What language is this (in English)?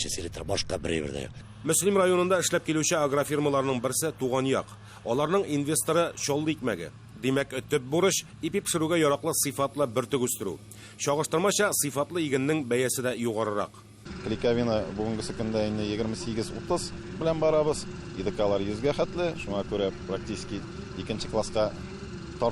Tatar